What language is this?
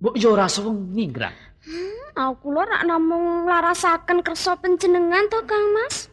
Javanese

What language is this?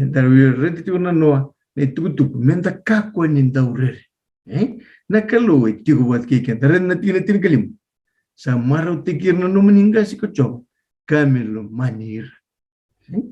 Fijian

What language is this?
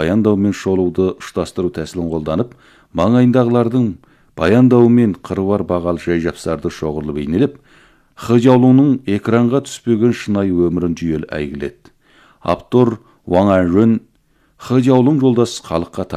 Kazakh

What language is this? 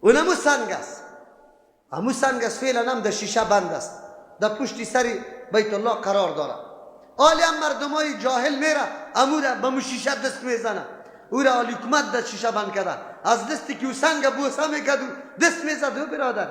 Persian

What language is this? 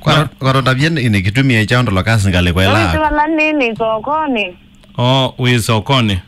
Kamba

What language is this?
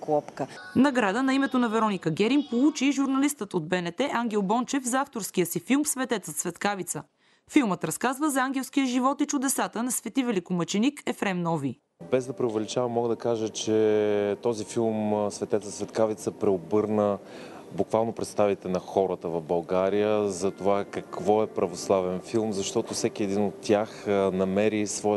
Bulgarian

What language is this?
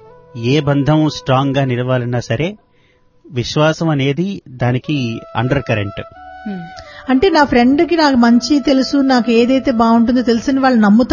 Telugu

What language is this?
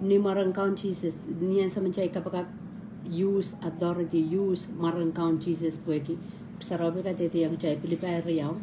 Pohnpeian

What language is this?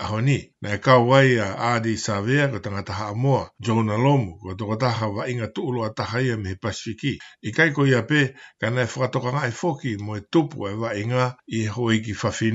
Tongan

